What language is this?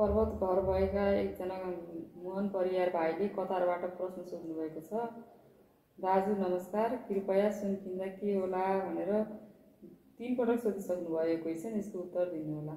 Nepali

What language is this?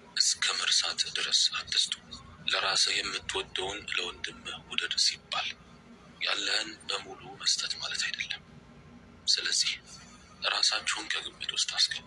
Amharic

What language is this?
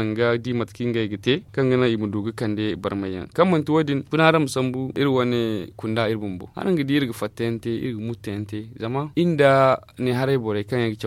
Zarma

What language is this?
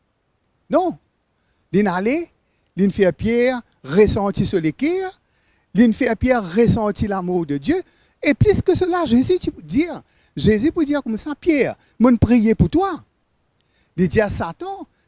Morisyen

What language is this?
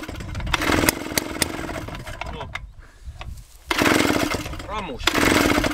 Estonian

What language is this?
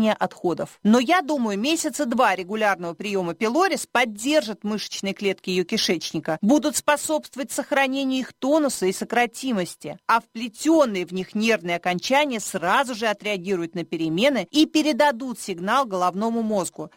Russian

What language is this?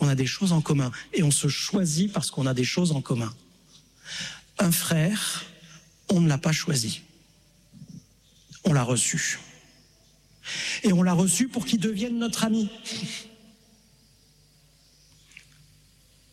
French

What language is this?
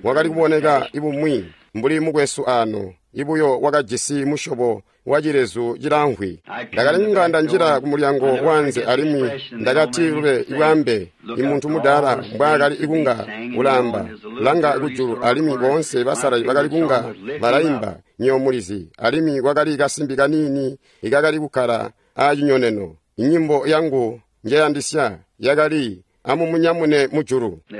Tonga (Zambia)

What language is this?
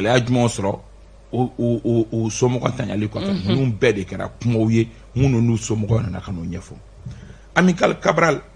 Bambara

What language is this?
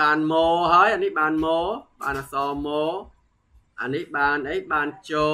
Khmer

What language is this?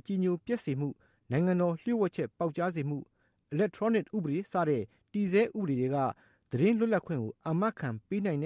Burmese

